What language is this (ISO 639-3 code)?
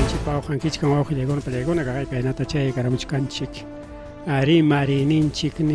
quy